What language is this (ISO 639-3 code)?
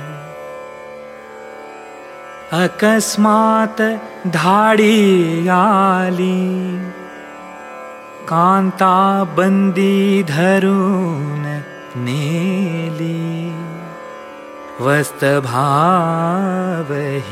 mar